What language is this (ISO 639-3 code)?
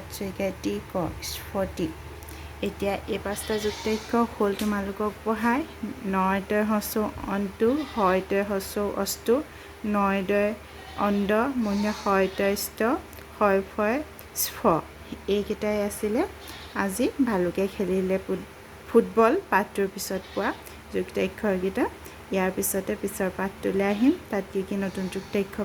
asm